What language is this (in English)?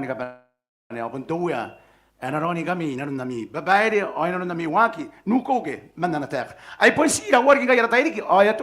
Gilbertese